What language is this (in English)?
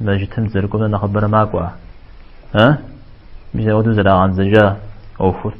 Kabardian